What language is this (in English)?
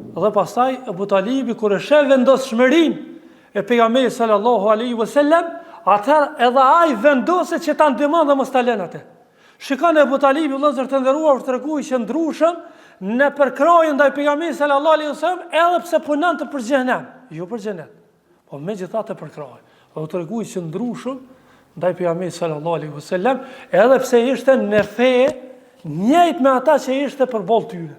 Albanian